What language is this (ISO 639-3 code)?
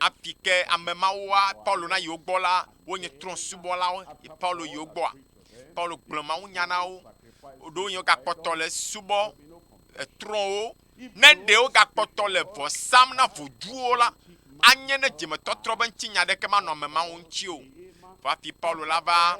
ewe